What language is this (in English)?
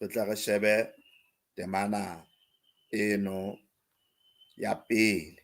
Southern Sotho